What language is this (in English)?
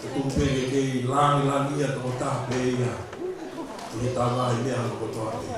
Tongan